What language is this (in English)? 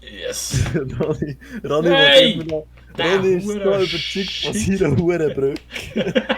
Swiss German